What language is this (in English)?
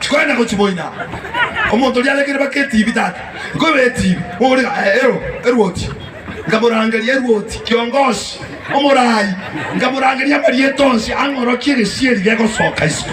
Gusii